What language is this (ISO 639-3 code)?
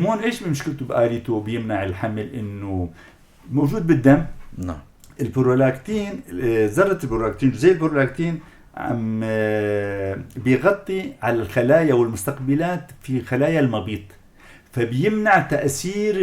apc